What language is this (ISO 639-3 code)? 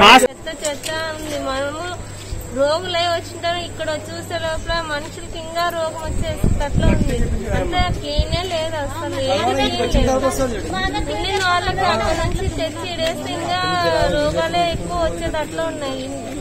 tel